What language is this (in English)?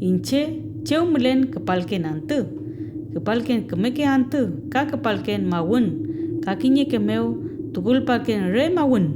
Mapuche